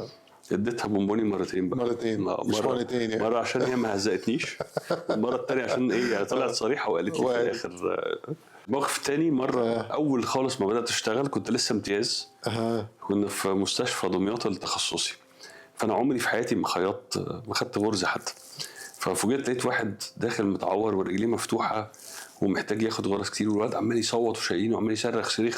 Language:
Egyptian Arabic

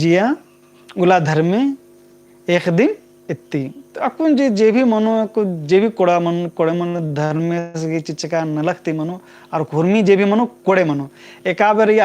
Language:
Kurukh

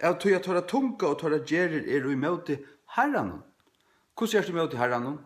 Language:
Faroese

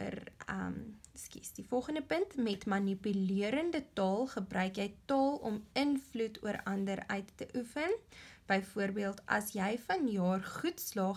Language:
Afrikaans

